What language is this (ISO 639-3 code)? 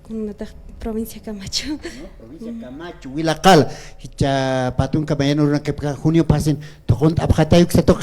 aym